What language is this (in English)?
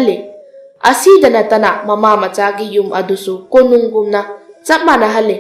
Manipuri